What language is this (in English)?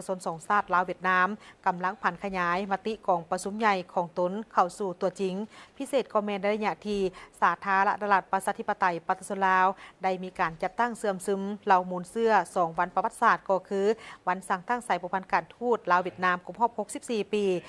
Lao